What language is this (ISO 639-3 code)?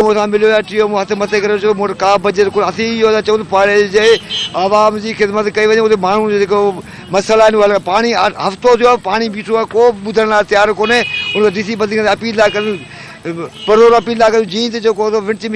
snd